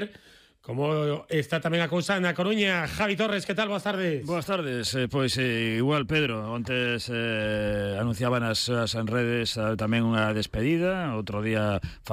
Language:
Galician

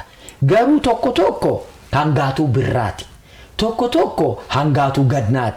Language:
Oromo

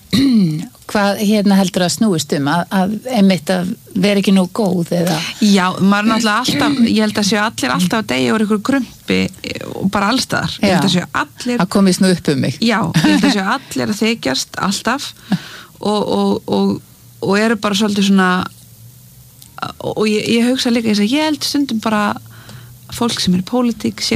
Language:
Icelandic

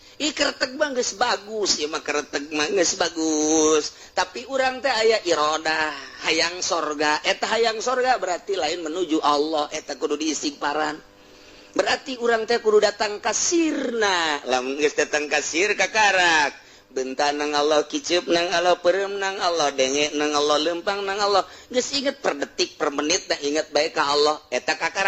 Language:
Sundanese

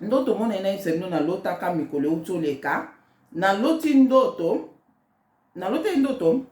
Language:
Lingala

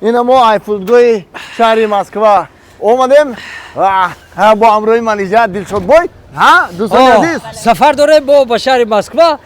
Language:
Tajik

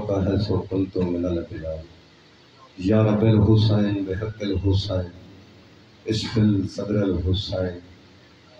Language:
Saraiki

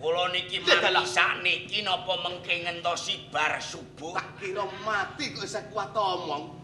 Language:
Javanese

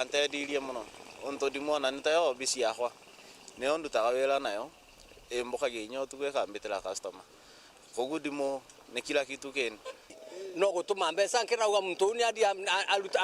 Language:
Meru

